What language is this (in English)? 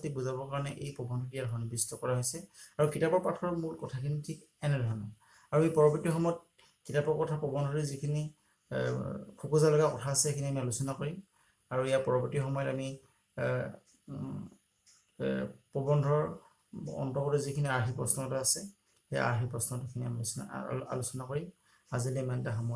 Assamese